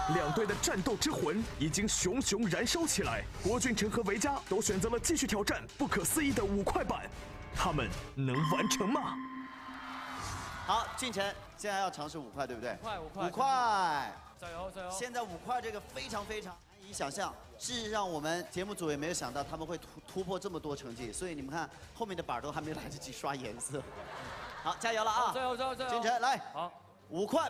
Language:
Chinese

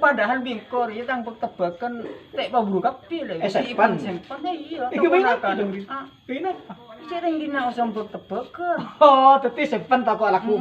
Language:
Madurese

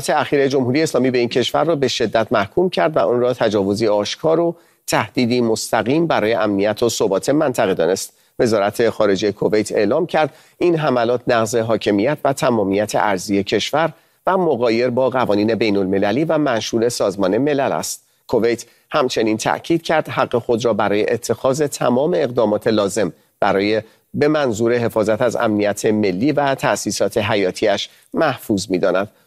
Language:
Persian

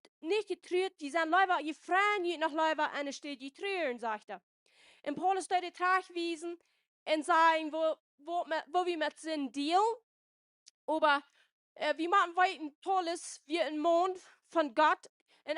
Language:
Plautdietsch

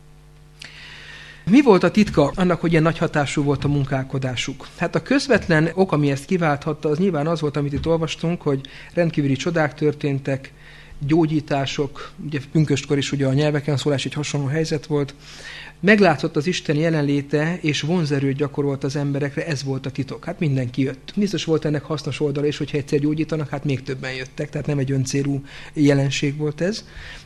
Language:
Hungarian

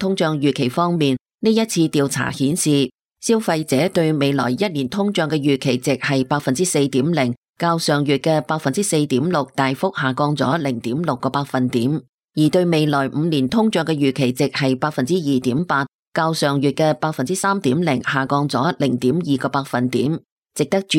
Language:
Cantonese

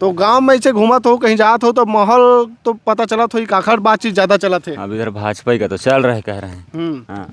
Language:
Chhattisgarhi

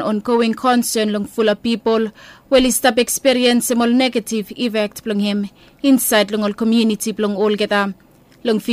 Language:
Bislama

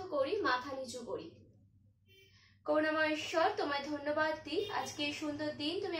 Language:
Bangla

